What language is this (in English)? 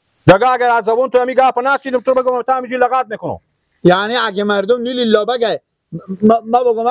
Persian